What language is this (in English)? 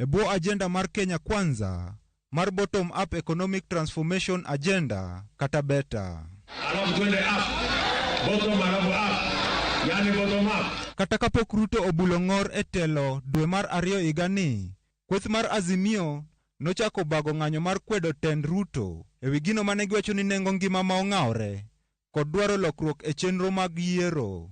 Luo (Kenya and Tanzania)